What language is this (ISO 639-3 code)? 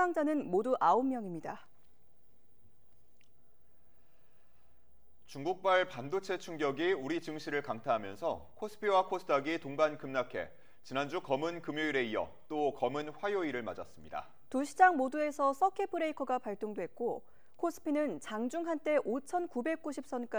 kor